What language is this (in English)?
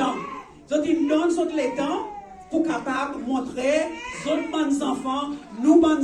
Seselwa Creole French